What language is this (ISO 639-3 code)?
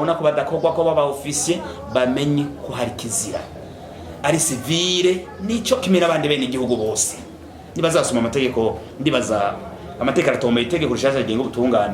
run